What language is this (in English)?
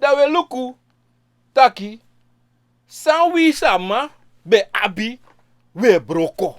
Sranan Tongo